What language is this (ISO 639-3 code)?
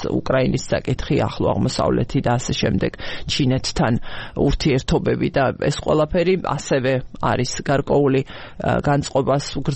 kat